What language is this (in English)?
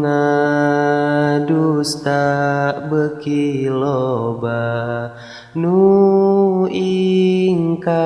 Sundanese